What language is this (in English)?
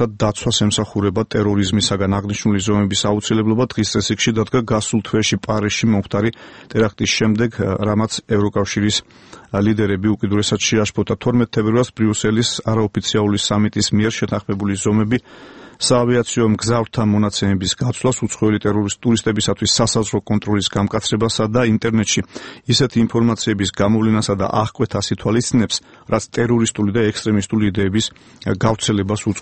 Georgian